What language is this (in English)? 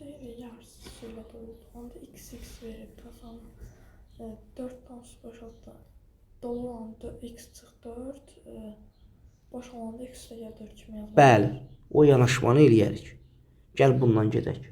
Azerbaijani